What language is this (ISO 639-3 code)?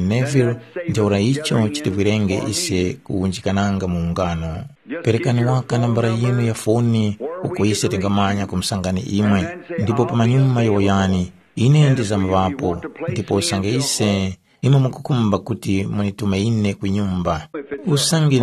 tum